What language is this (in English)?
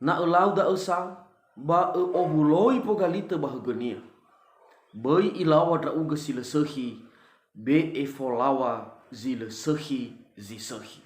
Nias